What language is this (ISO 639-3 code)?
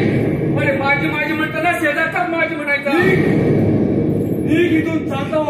mar